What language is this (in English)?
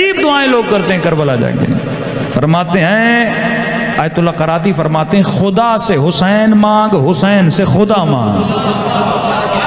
Urdu